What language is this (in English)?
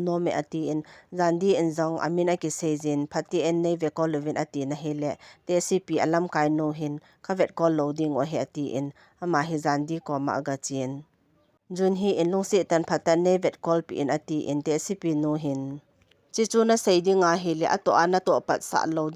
Thado Chin